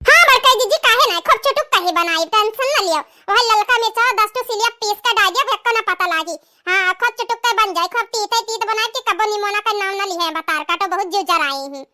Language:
Awadhi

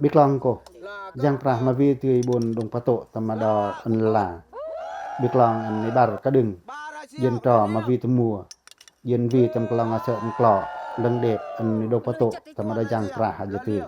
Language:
Pacoh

